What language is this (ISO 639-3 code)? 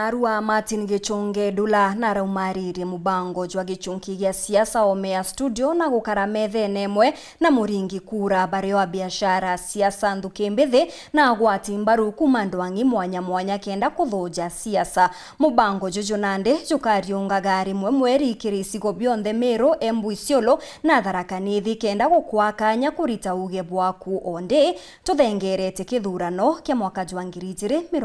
mer